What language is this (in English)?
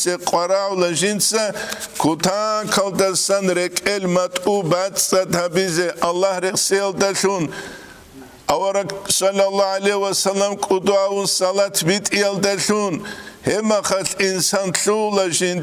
Avaric